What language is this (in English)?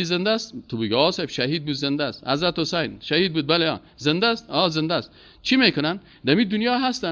Persian